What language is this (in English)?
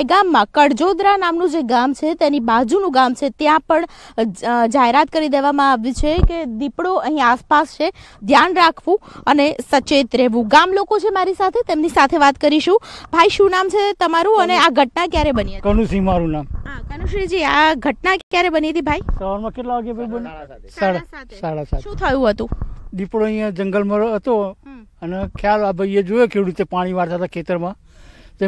Gujarati